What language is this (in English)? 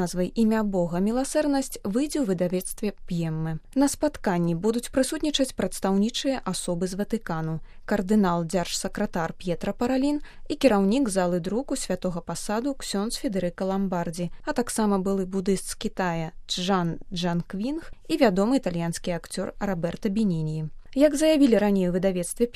Belarusian